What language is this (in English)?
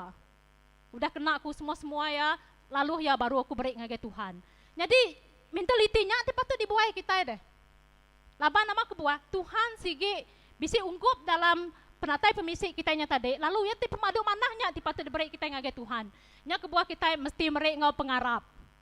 Iban